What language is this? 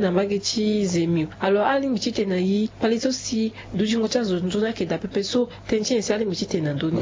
Sango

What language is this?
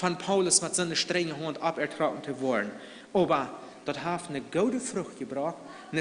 Plautdietsch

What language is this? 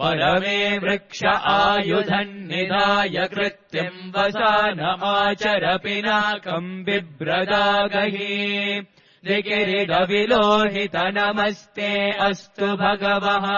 Sanskrit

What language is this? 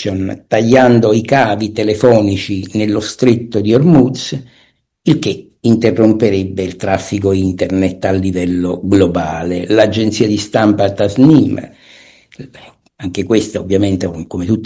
Italian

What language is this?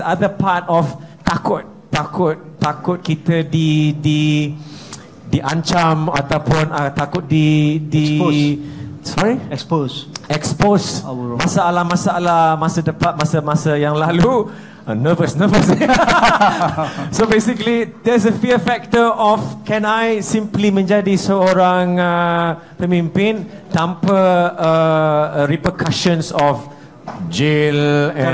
Malay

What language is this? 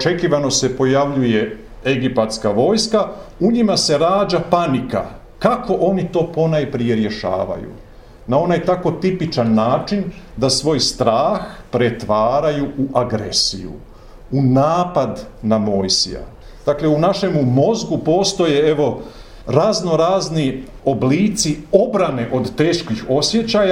Croatian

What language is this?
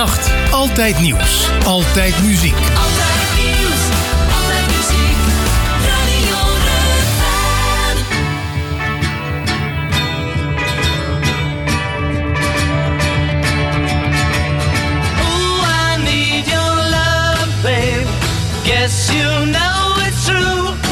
Dutch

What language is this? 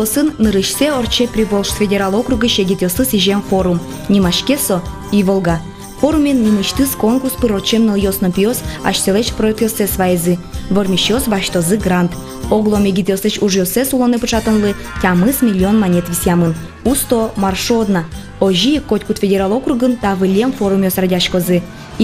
Udmurt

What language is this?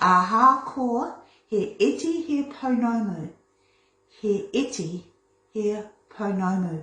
Māori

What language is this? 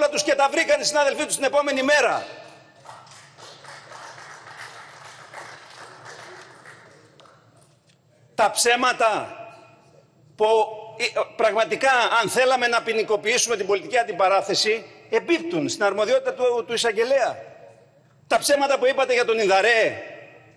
Greek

